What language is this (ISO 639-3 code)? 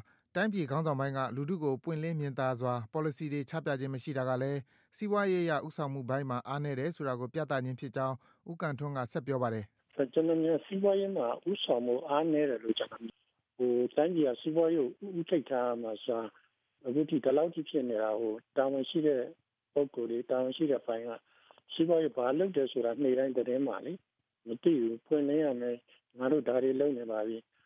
mya